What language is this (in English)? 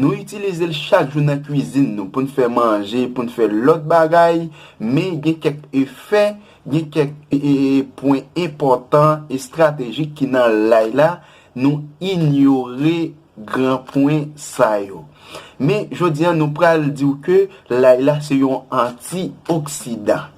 Haitian Creole